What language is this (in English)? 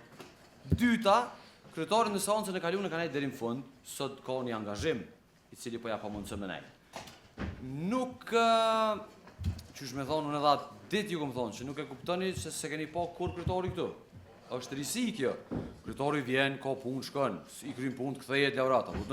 Albanian